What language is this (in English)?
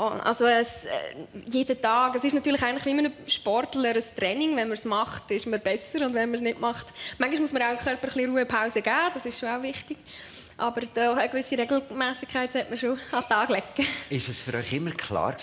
Swiss German